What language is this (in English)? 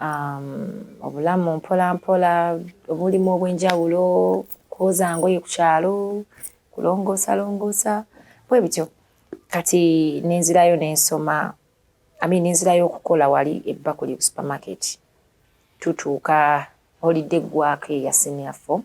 Ganda